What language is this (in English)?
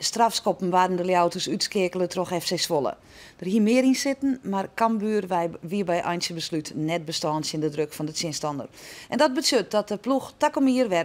Western Frisian